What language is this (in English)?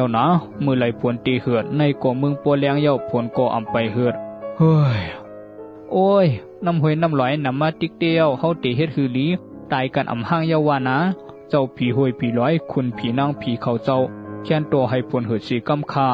Shan